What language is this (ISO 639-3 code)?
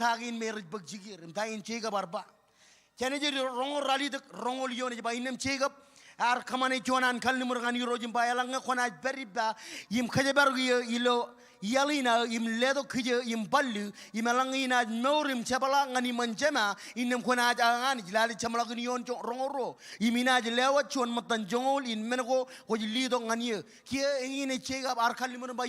mah